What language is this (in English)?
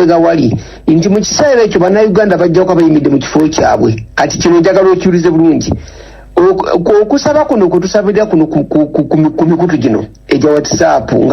Ganda